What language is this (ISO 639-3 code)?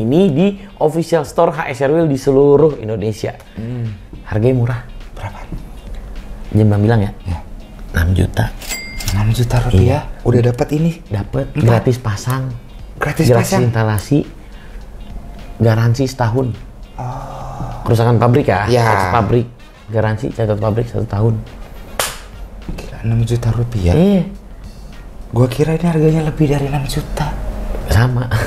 ind